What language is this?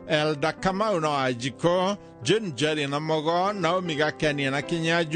Kikuyu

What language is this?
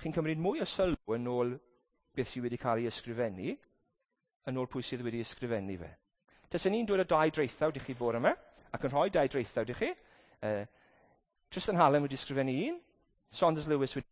Welsh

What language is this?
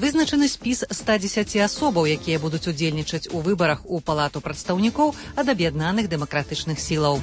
Belarusian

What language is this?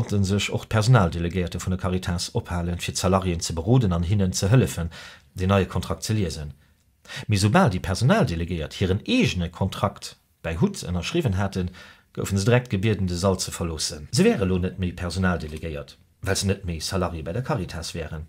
Luxembourgish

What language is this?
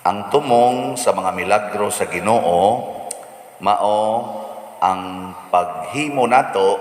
Cebuano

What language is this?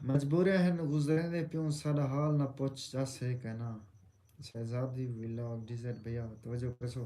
Saraiki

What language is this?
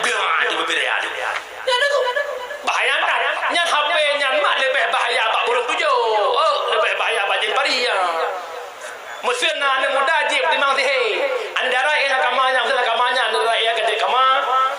Achinese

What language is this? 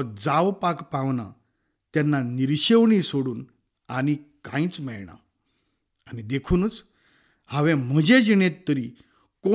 Konkani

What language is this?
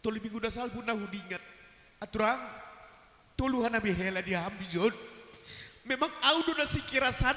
Batak Simalungun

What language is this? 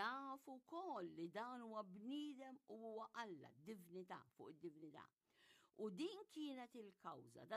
Maltese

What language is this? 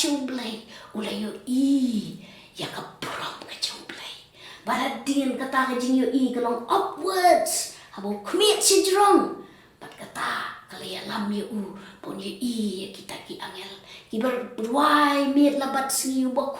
Khasi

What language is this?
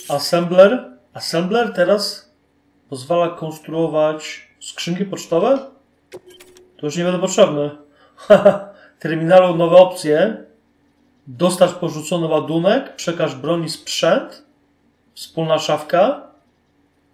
Polish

